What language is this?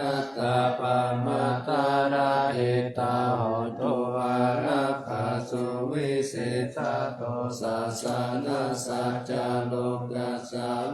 Pali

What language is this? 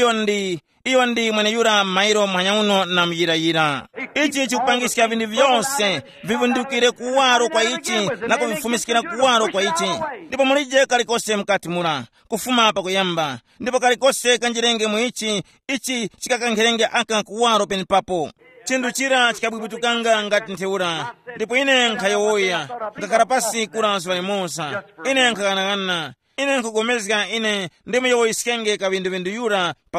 Tumbuka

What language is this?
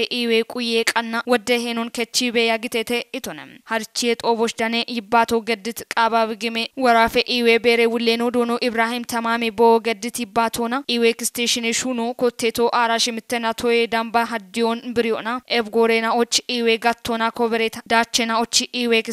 Kafa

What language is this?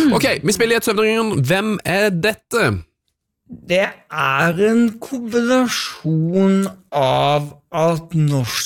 Norwegian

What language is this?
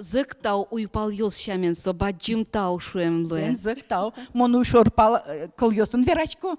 Udmurt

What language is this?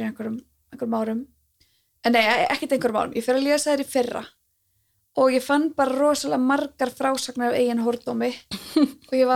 Icelandic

